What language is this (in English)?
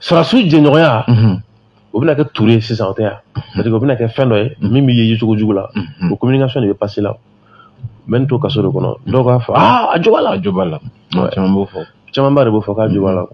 Bambara